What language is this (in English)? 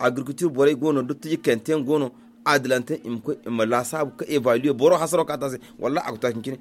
Zarma